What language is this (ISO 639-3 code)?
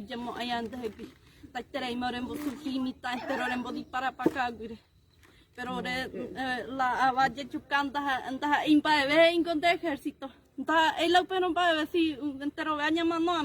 grn